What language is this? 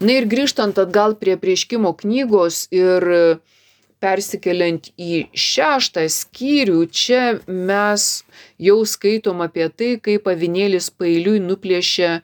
Lithuanian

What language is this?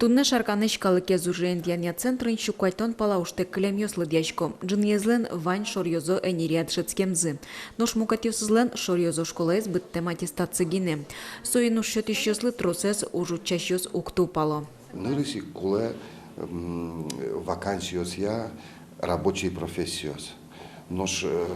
Udmurt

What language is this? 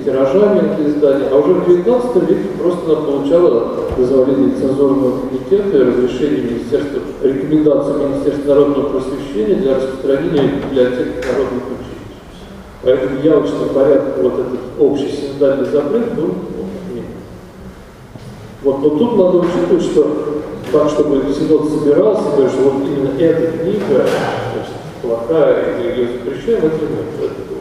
Russian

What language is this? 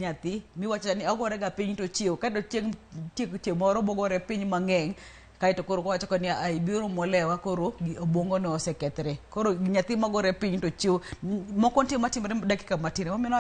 Luo (Kenya and Tanzania)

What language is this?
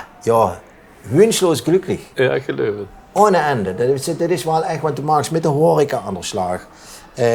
Limburgish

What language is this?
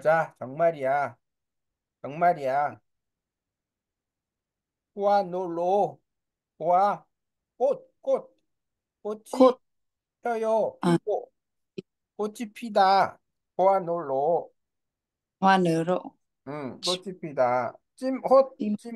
Korean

